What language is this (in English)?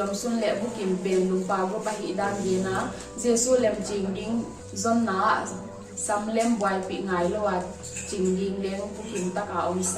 Paite Chin